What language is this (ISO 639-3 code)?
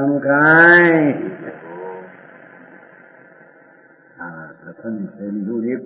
guj